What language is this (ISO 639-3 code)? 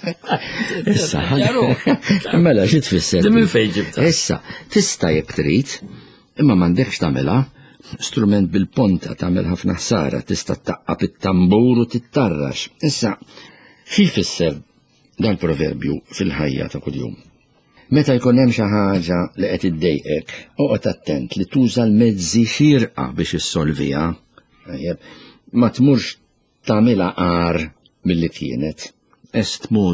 mlt